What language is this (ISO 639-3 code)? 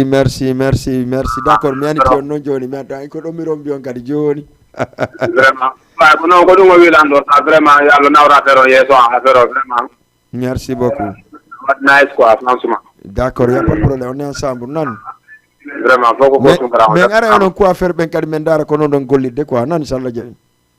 ful